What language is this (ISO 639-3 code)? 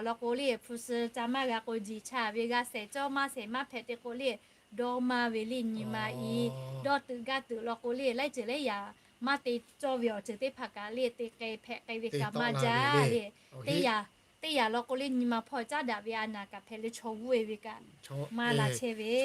lhu